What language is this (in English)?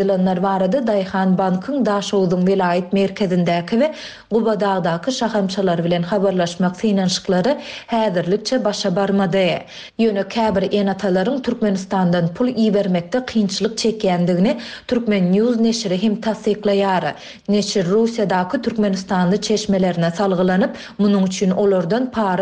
Turkmen